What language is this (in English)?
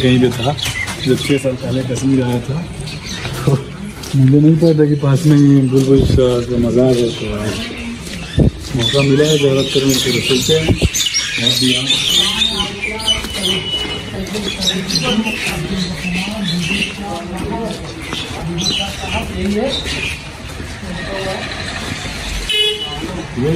Hindi